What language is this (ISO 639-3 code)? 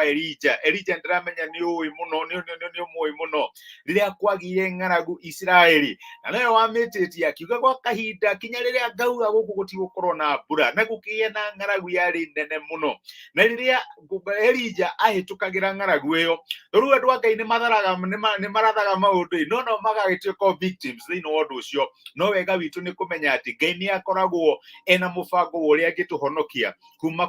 kik